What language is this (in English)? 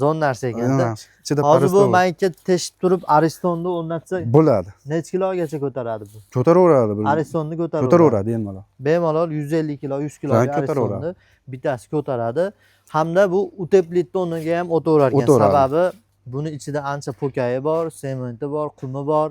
Uzbek